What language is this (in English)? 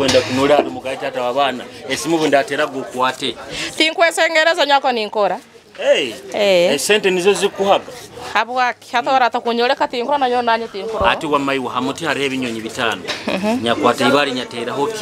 Nyoro